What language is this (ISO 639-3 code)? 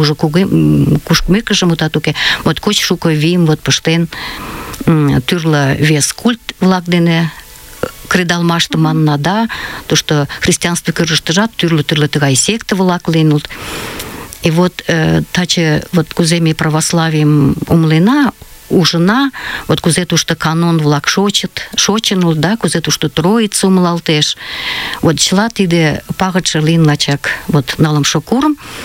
chm